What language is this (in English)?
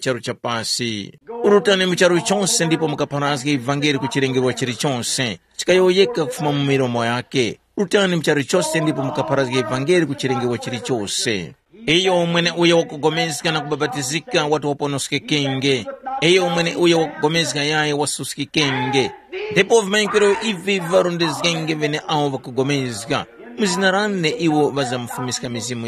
Tumbuka